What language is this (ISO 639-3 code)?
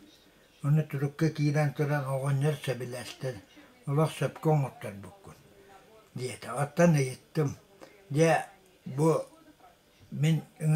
sah